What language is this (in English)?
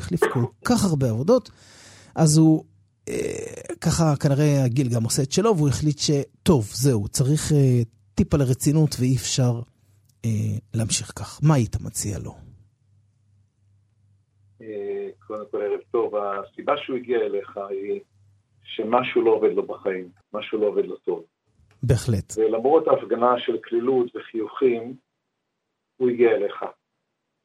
Hebrew